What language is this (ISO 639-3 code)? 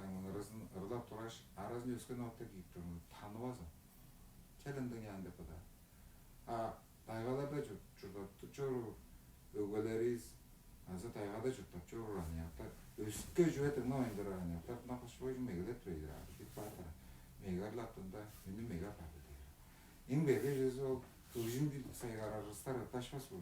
tyv